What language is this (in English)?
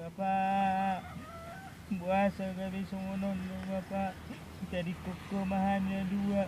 Batak Toba